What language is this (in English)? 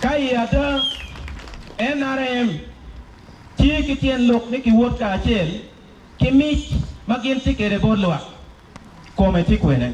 Acoli